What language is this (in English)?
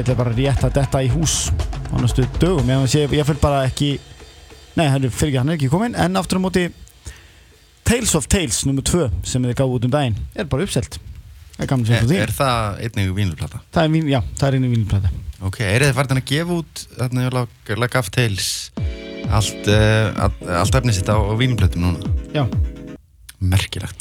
Icelandic